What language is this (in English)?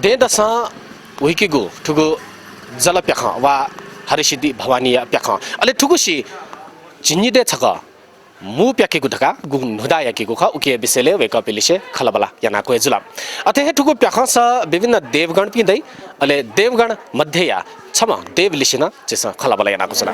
Newari